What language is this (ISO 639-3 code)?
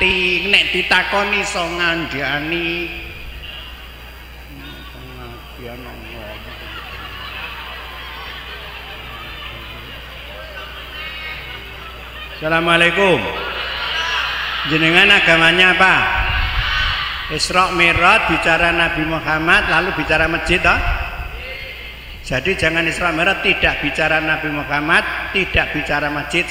ind